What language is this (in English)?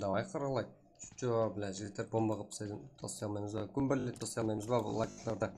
Kara-Kalpak